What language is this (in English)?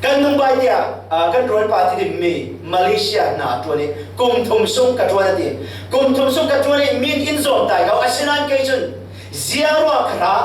Falam Chin